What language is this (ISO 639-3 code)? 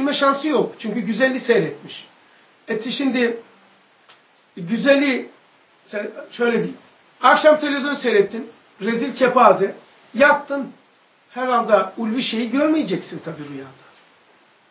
tur